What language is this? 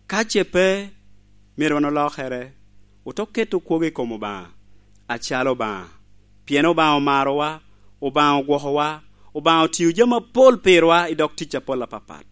Lango (Uganda)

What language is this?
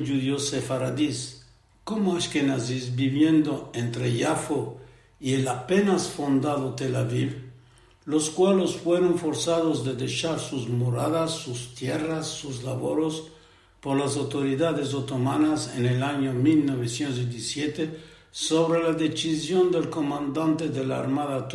Ladino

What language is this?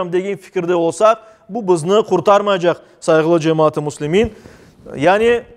Crimean Tatar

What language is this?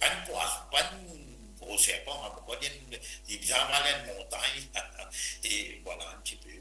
Morisyen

